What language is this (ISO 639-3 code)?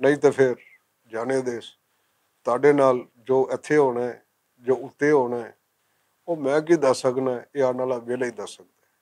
lah